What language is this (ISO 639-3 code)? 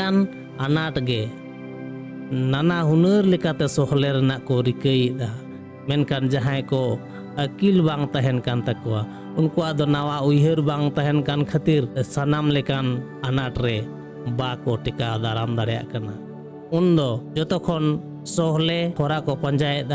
sat